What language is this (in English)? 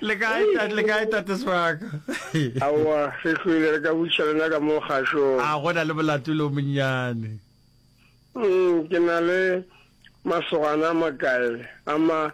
Northern Sotho